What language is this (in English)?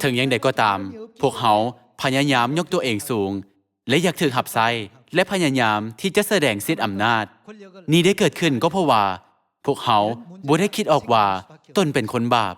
Lao